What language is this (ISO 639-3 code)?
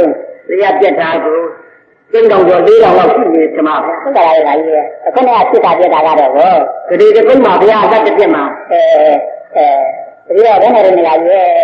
mya